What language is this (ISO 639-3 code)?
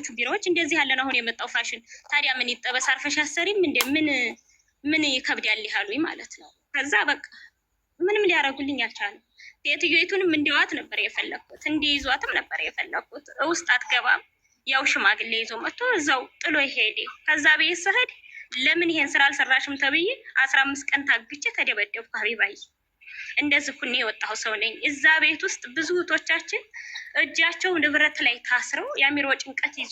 amh